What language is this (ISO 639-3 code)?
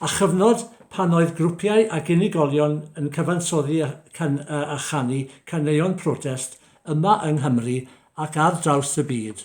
cym